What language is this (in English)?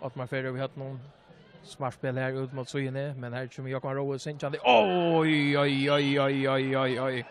Faroese